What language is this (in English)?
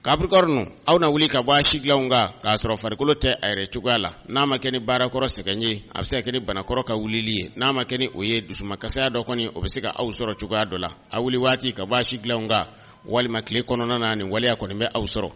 Bambara